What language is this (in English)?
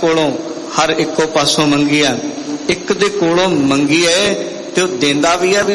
Punjabi